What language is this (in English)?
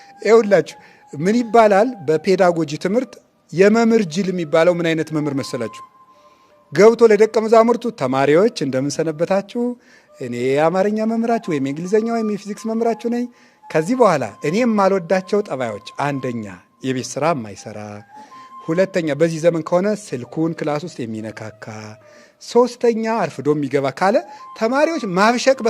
Amharic